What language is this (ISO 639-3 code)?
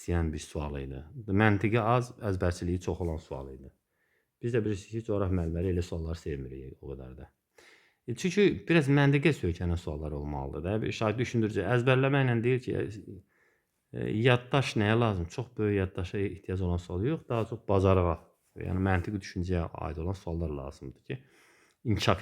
aze